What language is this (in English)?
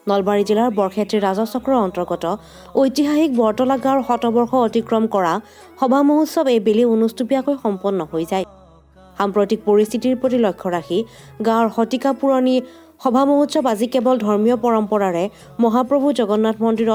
Assamese